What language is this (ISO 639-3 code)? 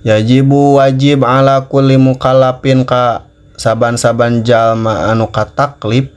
sun